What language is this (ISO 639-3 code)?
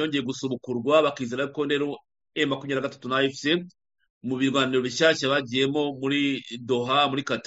kin